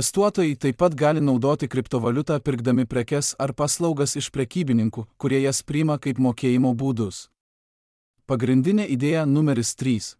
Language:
Lithuanian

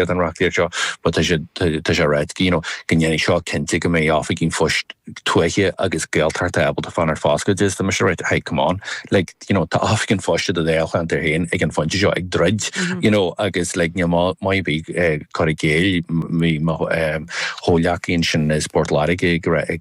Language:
Irish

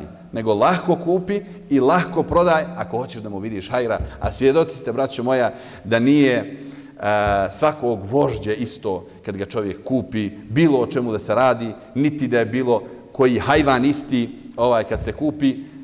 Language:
Bosnian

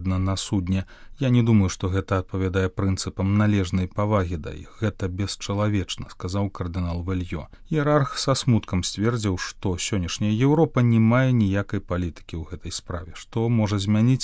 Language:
Belarusian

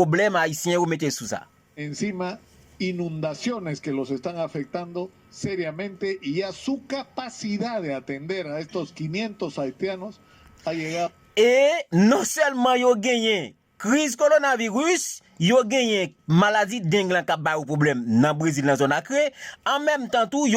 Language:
Haitian Creole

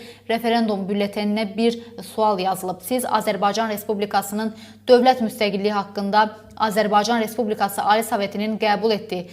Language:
Azerbaijani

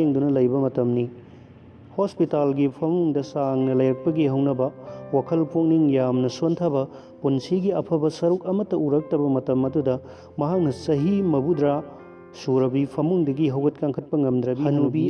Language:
Manipuri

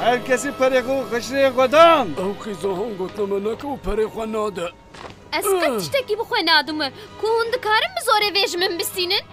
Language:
Kurdish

